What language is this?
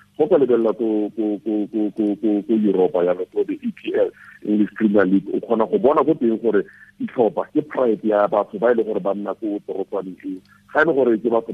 Tswana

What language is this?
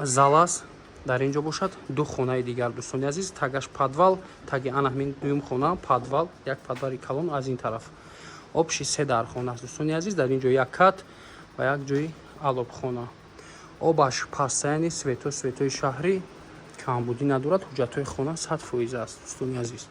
Tajik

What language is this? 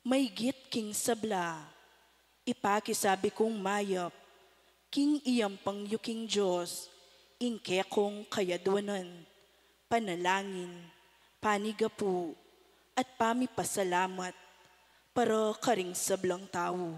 Pampanga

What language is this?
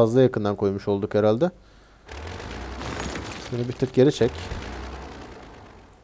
Turkish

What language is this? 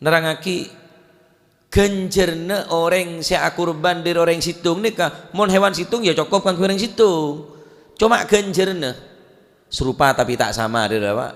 Madurese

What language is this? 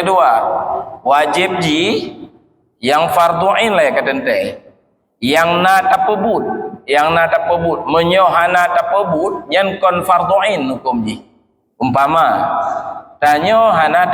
Achinese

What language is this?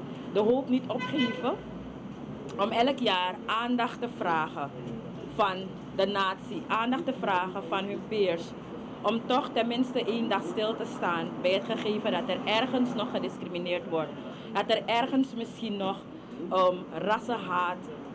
Dutch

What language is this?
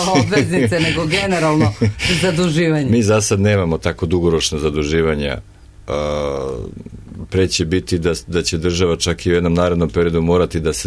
Serbian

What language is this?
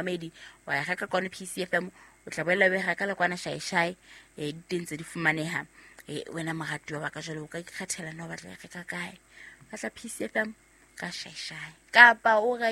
Southern Sotho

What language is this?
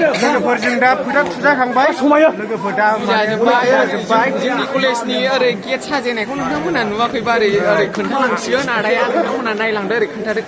Bodo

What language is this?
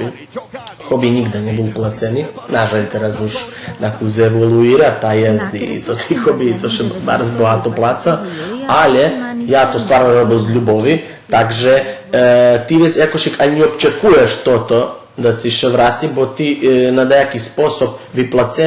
Rusyn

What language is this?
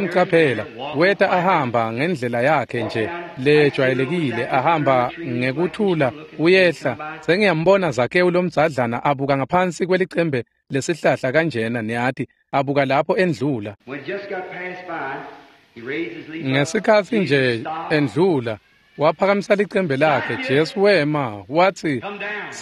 Swati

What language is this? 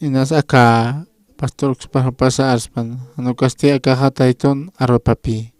Aymara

